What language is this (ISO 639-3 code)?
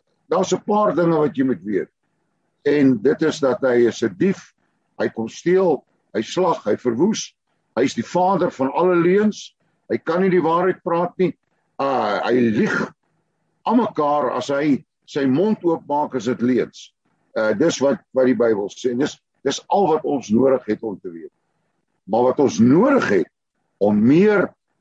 afr